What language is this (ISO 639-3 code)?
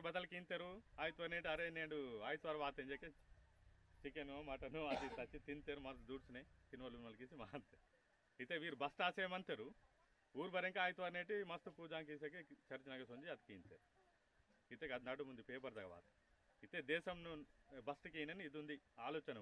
esg